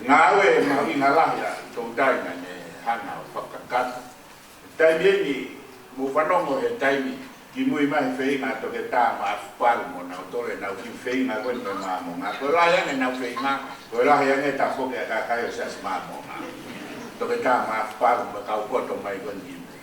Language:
Tongan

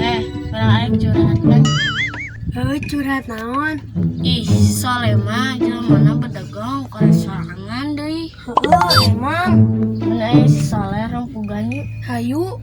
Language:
Sundanese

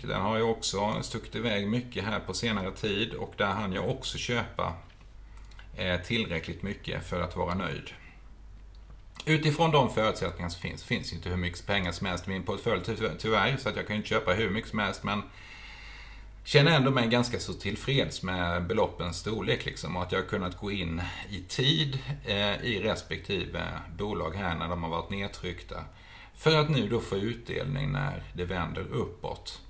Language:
Swedish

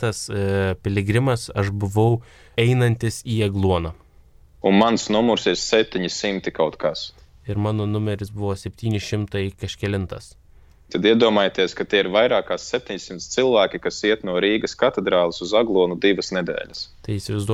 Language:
Lithuanian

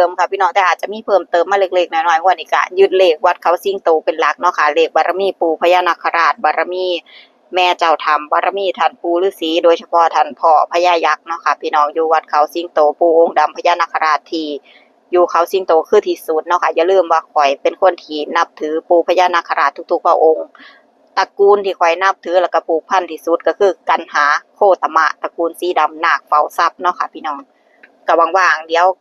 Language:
Northeastern Thai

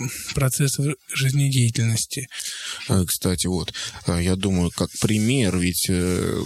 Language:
Russian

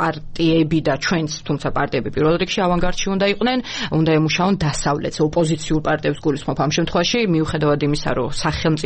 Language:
Georgian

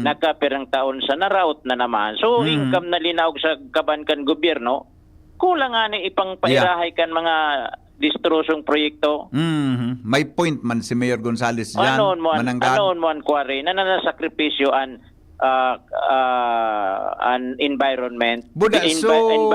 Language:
Bikol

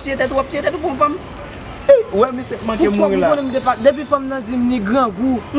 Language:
Haitian Creole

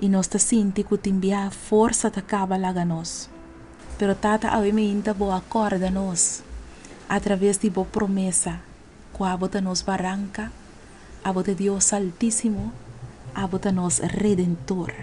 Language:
Papiamento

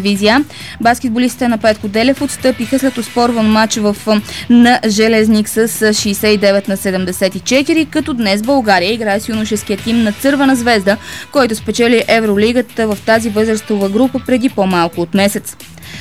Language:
Bulgarian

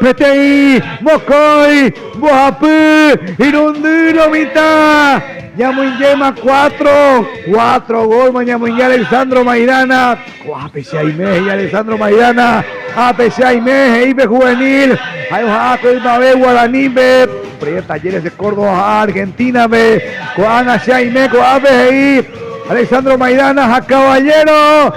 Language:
Guarani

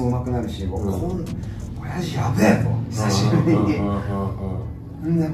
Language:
Japanese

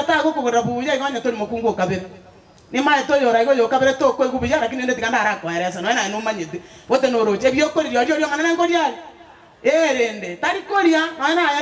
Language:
Gusii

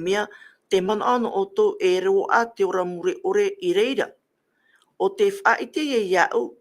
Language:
Tahitian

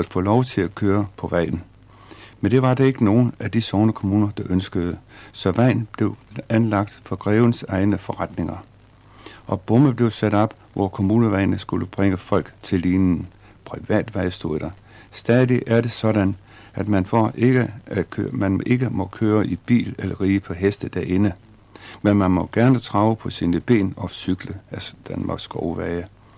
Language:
Danish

